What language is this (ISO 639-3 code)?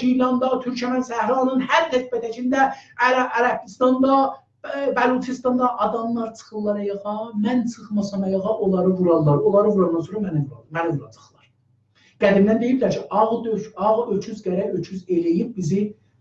azb